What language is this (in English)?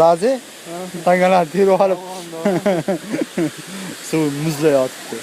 Uzbek